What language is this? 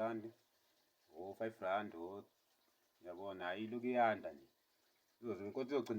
Zulu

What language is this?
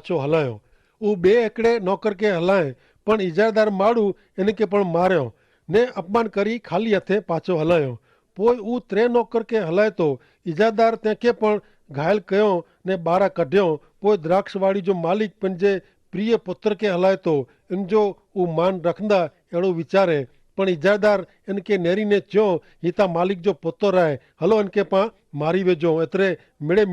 Kachhi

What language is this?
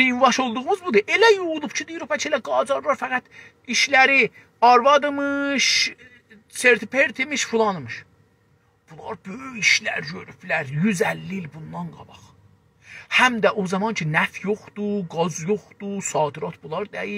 South Azerbaijani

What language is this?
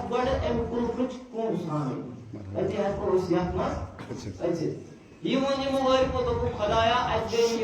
Kashmiri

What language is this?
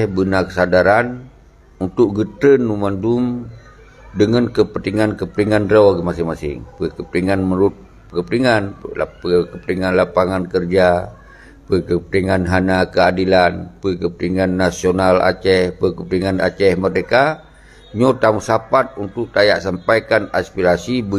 Achinese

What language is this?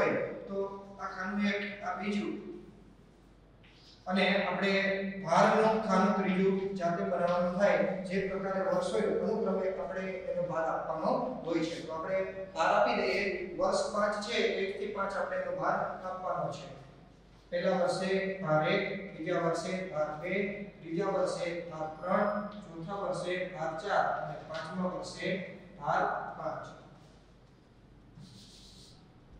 Gujarati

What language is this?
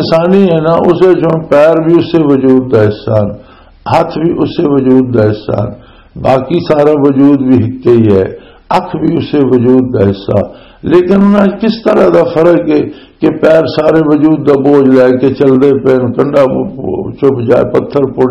Western Panjabi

